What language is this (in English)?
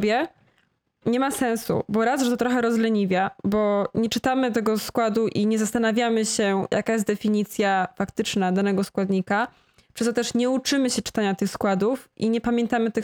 Polish